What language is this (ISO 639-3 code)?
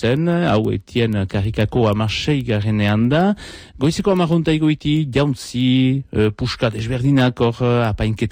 eus